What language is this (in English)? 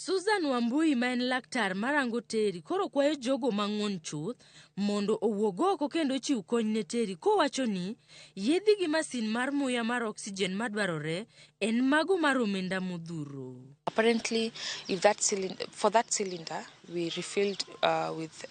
Luo (Kenya and Tanzania)